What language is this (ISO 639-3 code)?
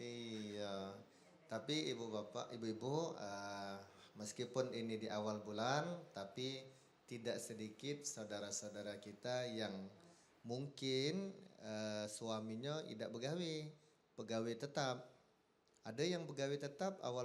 mui